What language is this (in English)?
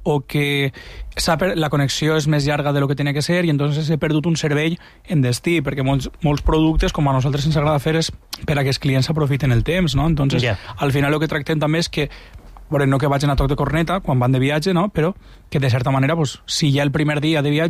Catalan